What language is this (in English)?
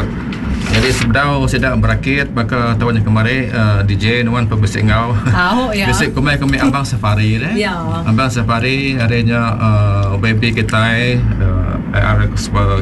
Iban